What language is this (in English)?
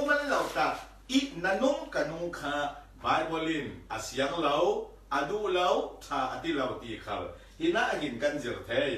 Falam Chin